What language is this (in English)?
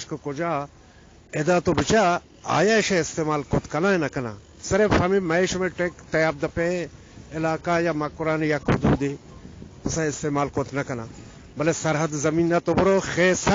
Eastern Balochi